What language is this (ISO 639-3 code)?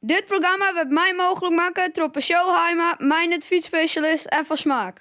fry